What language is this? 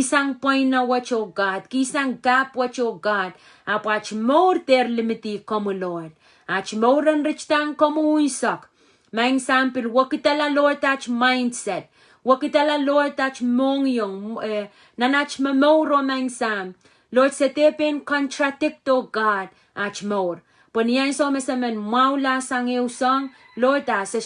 Pohnpeian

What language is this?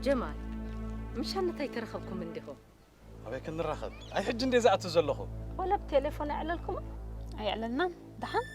Tigrinya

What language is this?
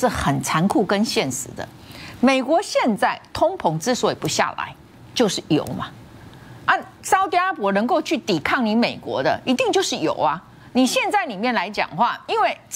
Chinese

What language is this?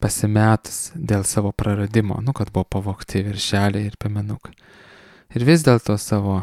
Lithuanian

